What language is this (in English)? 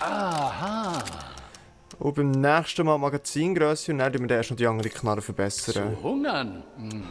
Swiss German